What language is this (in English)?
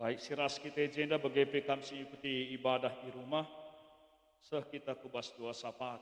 Batak Karo